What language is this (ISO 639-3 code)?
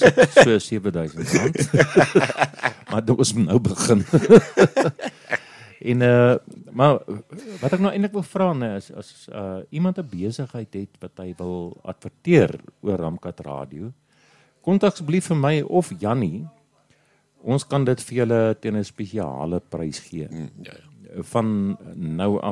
afr